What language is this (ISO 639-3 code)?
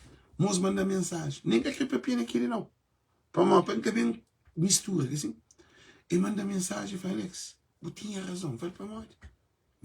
kea